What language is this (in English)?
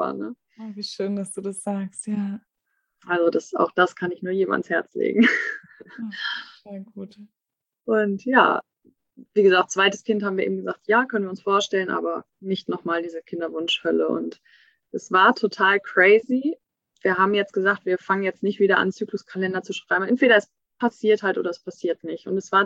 German